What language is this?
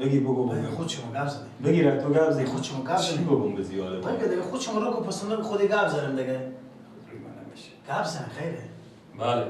Persian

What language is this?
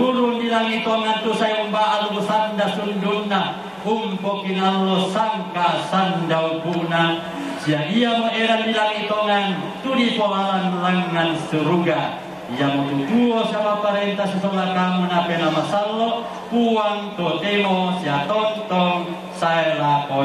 Toraja-Sa'dan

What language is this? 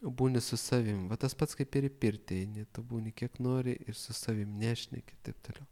Lithuanian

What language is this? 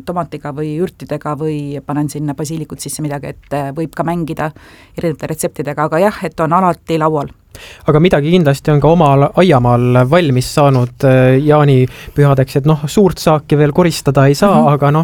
Estonian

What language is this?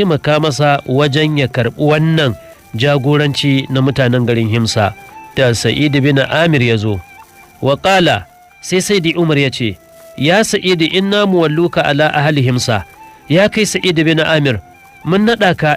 Hausa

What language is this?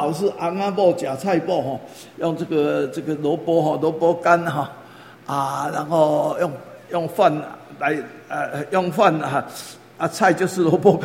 Chinese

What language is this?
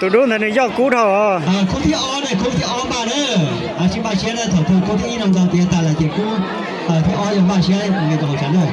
Hmong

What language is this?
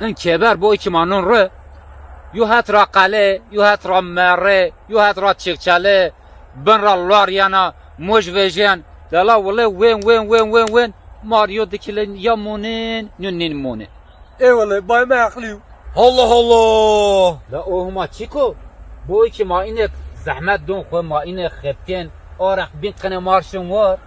Zaza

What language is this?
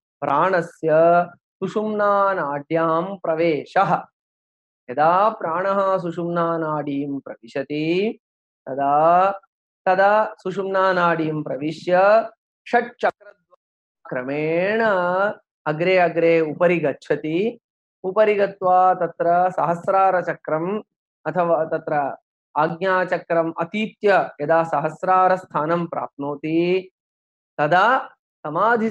Sanskrit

